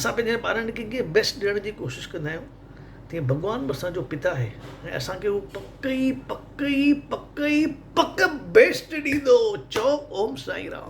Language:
Sindhi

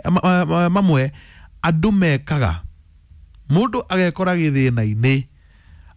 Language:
Kikuyu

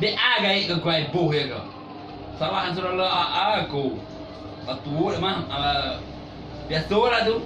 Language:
Minangkabau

